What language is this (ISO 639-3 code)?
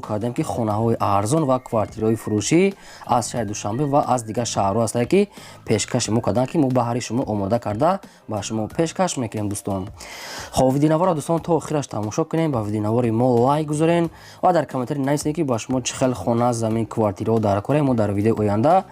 tgk